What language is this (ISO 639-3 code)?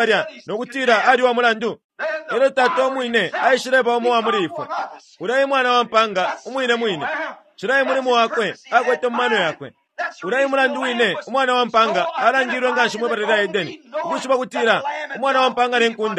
bem